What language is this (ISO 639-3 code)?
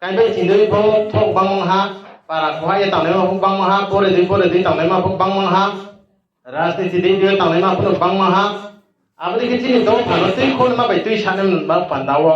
ria